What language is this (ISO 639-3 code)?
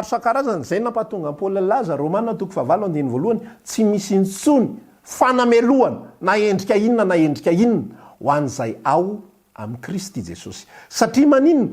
mlg